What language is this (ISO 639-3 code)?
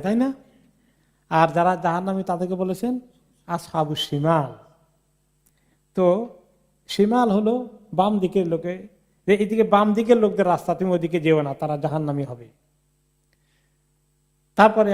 ben